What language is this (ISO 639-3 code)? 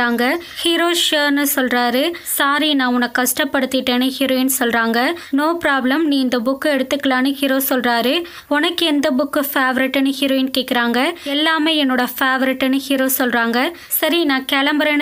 tam